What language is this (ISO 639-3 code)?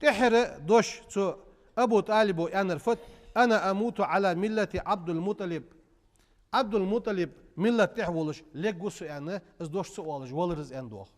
inh